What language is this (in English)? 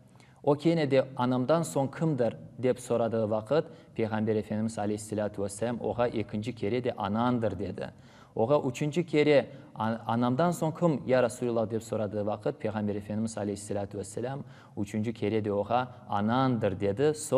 Crimean Tatar